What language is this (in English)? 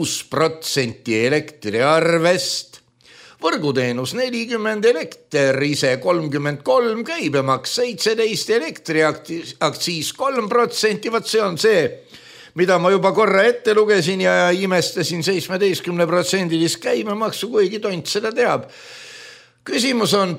Estonian